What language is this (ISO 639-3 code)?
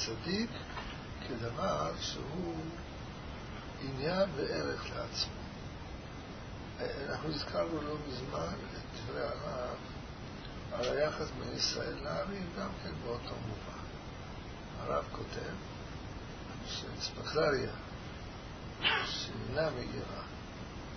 heb